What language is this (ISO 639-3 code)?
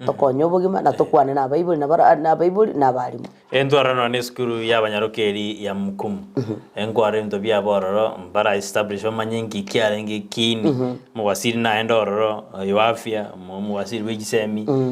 guz